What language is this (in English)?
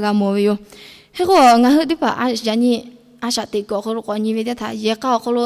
Lahu